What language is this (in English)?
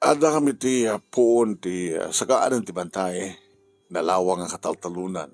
Iloko